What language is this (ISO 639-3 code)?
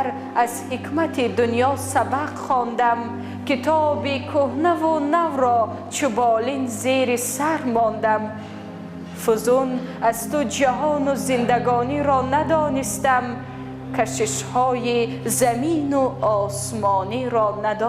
tgk